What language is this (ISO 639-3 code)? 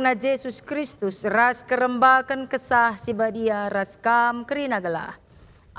btx